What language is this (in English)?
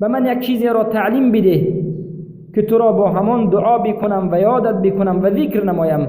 Persian